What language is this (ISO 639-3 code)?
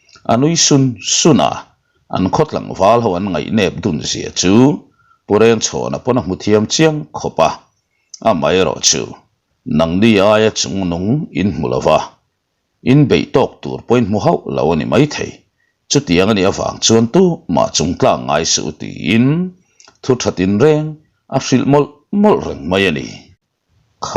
lus